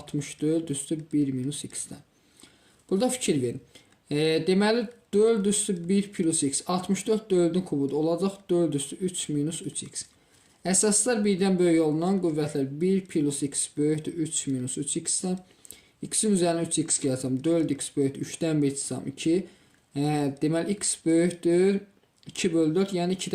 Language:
Azerbaijani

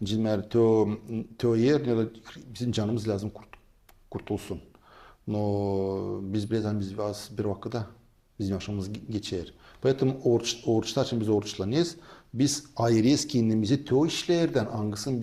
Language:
Gagauz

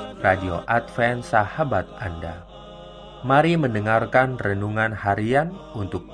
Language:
Indonesian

